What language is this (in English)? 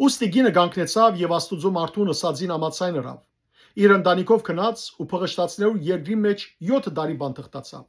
Western Armenian